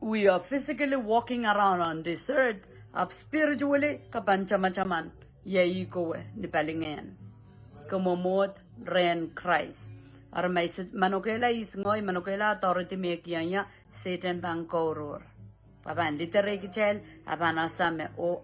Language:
Pohnpeian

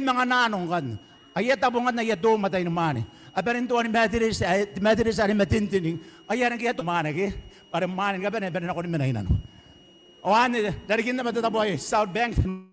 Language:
Gilbertese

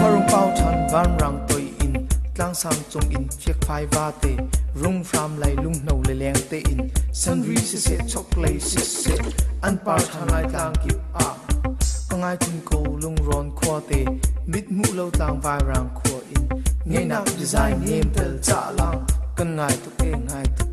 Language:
Hakha Chin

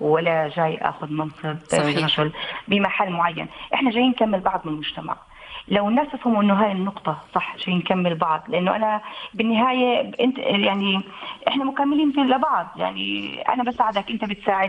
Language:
North Levantine Arabic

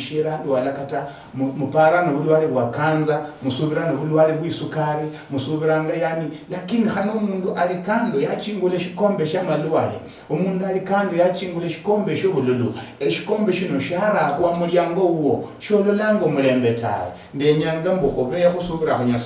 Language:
Luyia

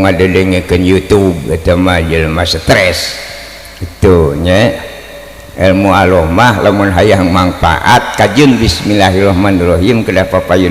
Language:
Sundanese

